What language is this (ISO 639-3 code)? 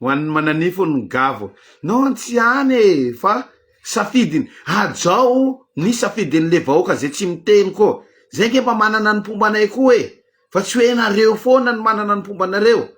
mlg